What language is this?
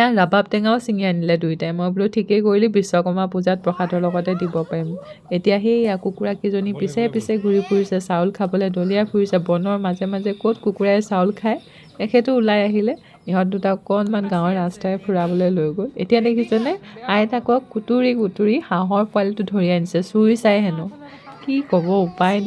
Assamese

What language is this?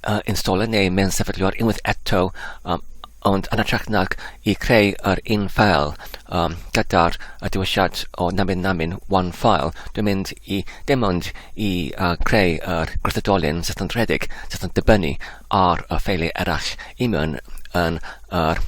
Welsh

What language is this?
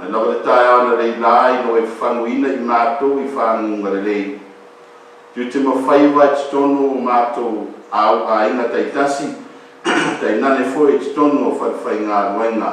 Samoan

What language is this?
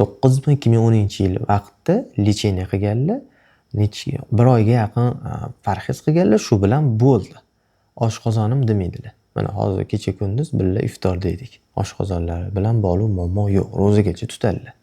Uzbek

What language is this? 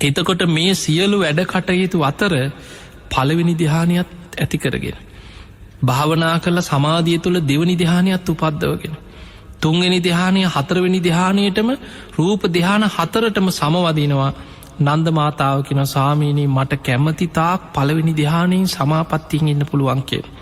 Sinhala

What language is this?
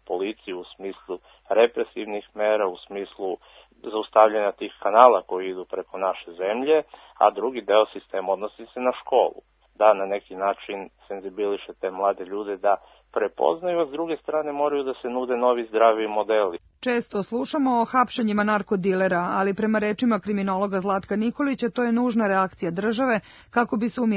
Serbian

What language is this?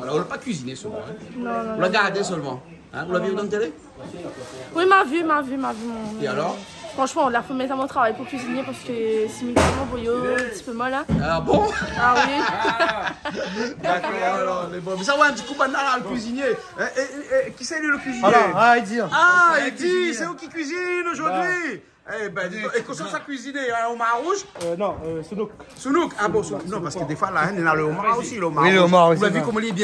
Réunion Creole French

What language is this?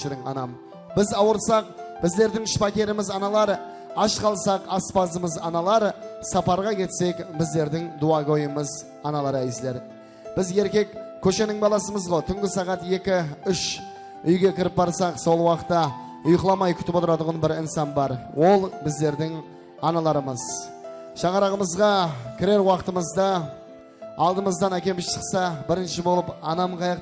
Kara-Kalpak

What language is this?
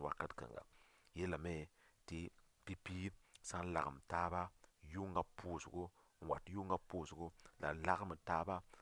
Mossi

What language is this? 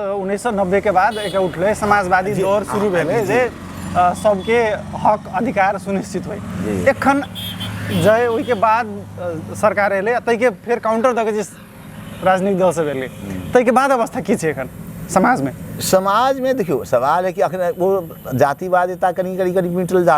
Maithili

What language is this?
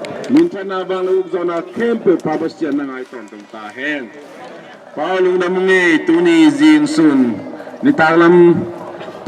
Tedim Chin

